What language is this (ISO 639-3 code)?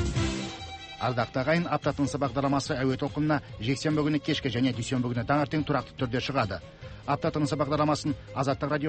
kaz